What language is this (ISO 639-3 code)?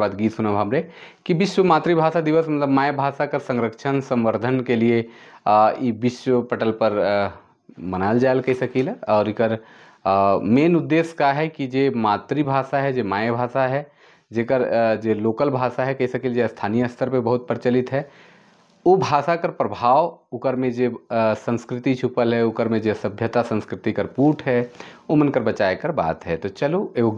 sck